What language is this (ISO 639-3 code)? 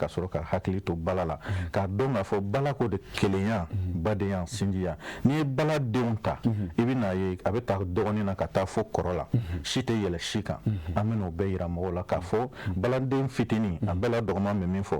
bam